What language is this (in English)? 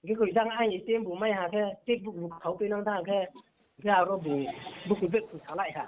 Riang (India)